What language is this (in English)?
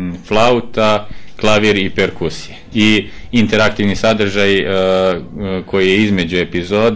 Serbian